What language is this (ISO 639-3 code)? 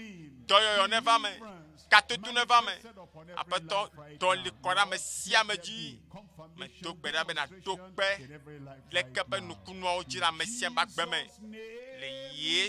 ewe